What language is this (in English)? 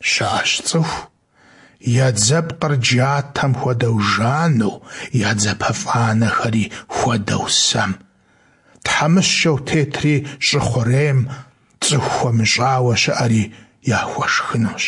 Kabardian